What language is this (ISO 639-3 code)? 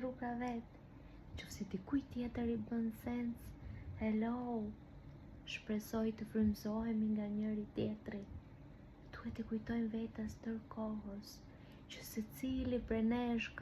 sqi